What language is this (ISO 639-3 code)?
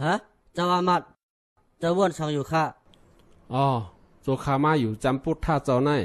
shn